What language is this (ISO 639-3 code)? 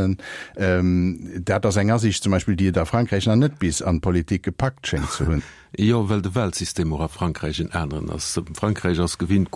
ltz